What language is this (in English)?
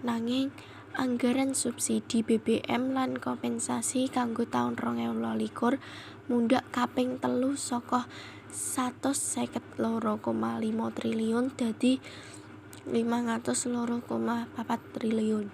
Javanese